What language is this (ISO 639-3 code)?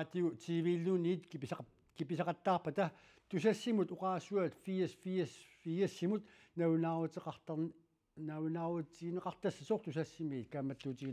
kal